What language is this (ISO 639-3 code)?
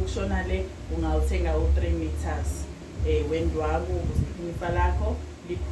zul